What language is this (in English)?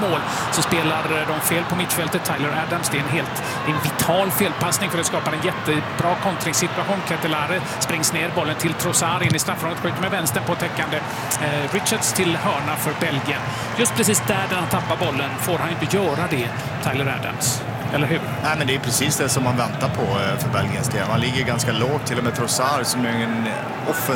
Swedish